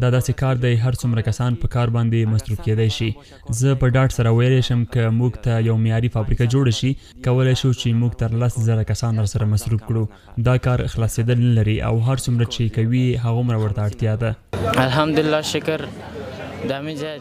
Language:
Pashto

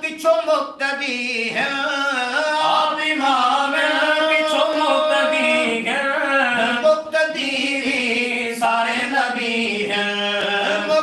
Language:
Saraiki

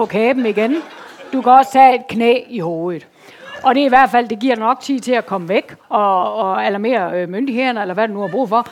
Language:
Danish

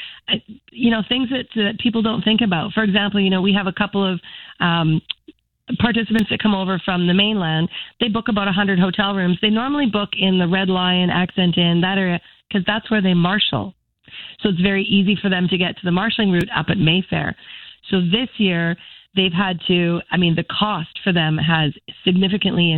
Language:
English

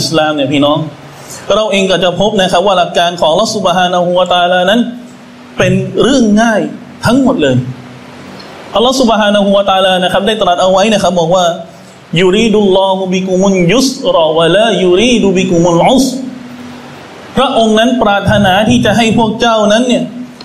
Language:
Thai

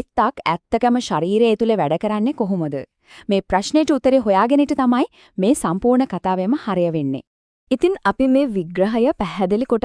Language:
Sinhala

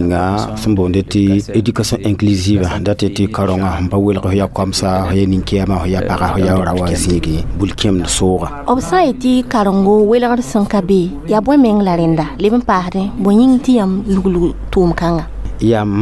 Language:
Mossi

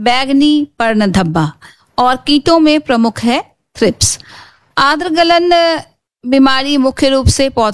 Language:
Hindi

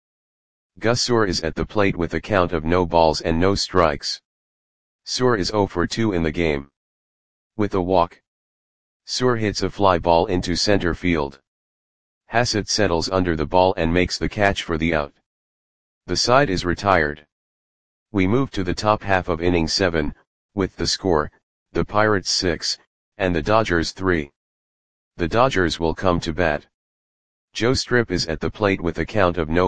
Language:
English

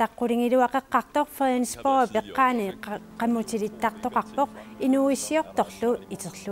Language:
Kalaallisut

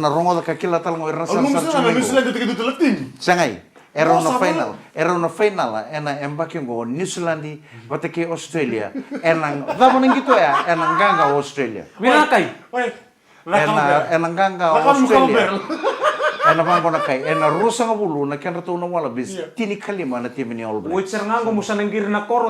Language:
Fijian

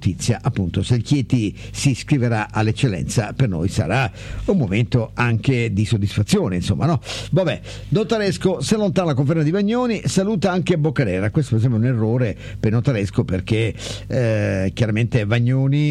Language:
Italian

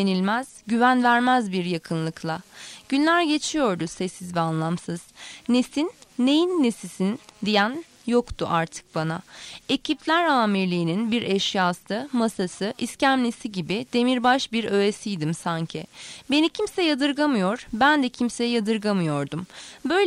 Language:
Turkish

